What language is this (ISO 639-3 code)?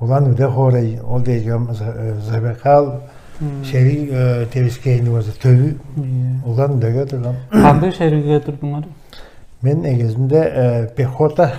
tyv